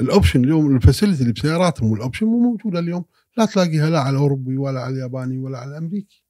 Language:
Gulf Arabic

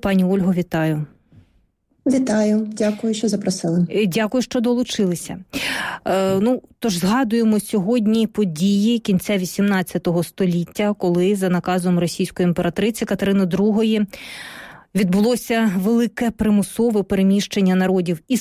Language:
Ukrainian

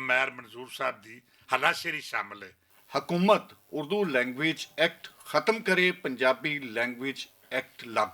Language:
Western Panjabi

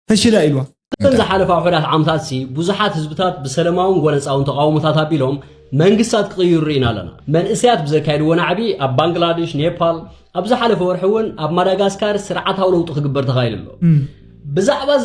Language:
Tigrinya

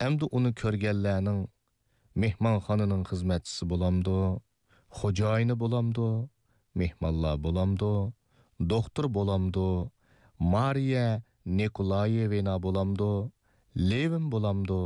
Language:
Uyghur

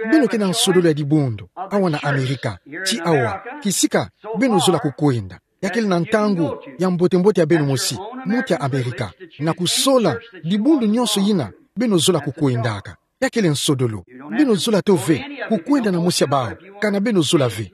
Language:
Kituba (Democratic Republic of Congo)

